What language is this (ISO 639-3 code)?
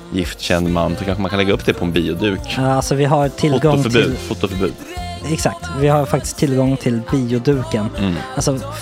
swe